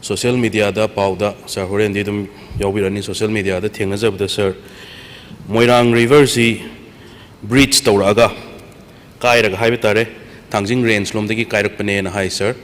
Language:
Manipuri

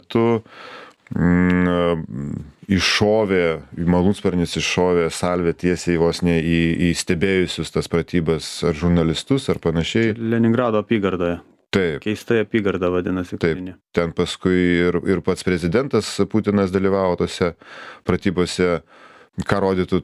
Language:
Lithuanian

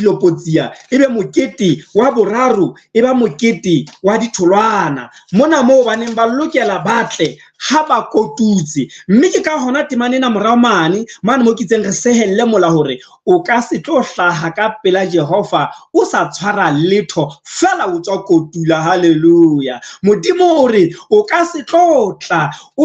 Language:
Southern Sotho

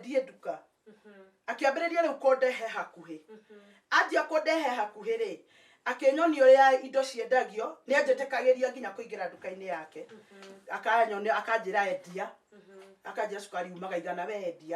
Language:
Kikuyu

